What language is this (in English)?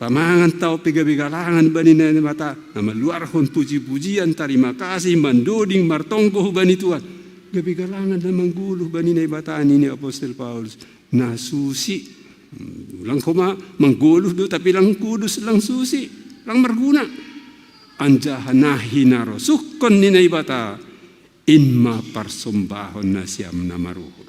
Batak Simalungun